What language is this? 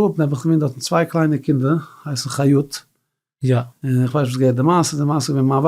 Yiddish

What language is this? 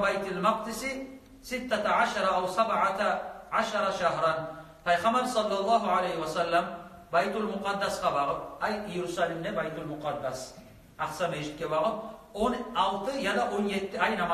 Kumyk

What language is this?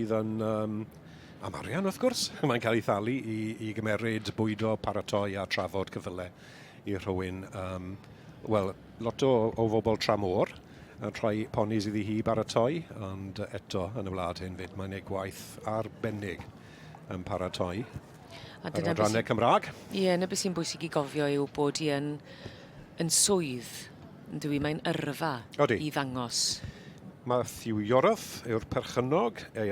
Welsh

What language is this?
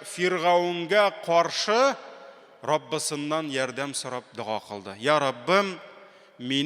Tatar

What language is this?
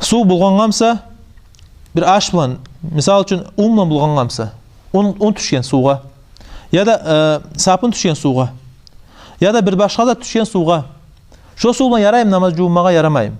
Kumyk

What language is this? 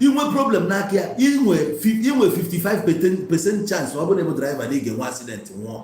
Igbo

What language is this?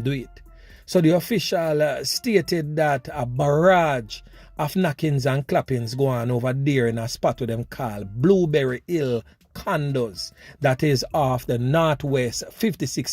Jamaican Creole English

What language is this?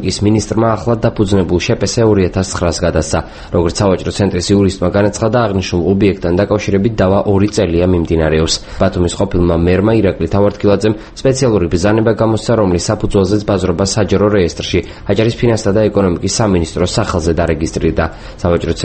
Georgian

